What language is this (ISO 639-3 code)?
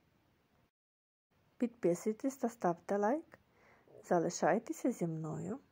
ukr